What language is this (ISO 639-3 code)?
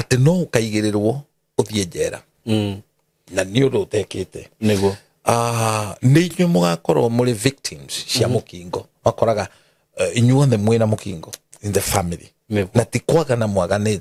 kik